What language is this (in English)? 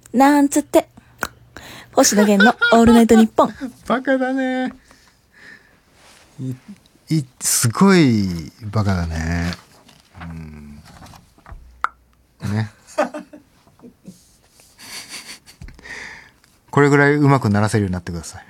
Japanese